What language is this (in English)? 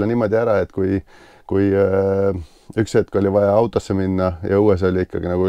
Estonian